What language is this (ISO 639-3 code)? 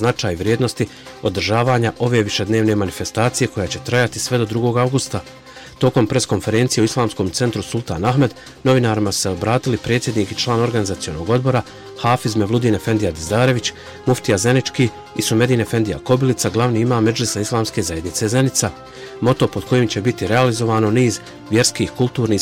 bos